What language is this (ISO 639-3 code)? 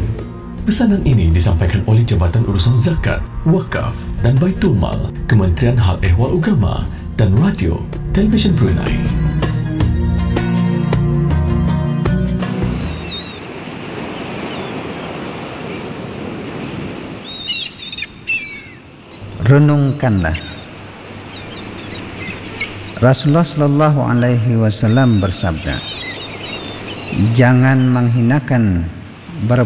msa